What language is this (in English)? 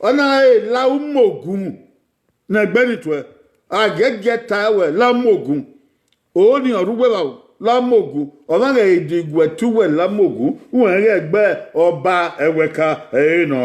Bini